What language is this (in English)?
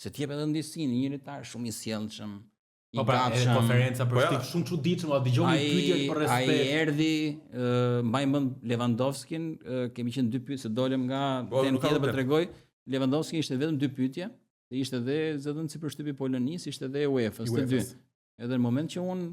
Albanian